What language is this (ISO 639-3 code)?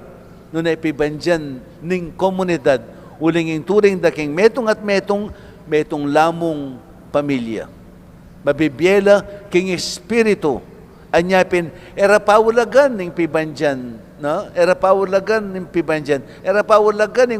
pam